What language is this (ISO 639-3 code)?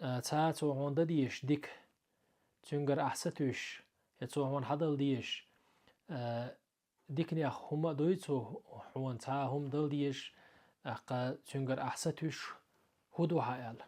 che